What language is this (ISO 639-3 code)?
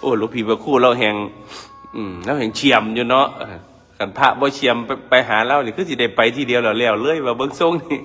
tts